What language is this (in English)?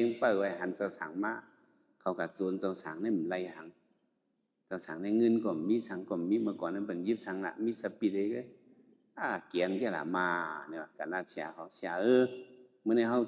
Shan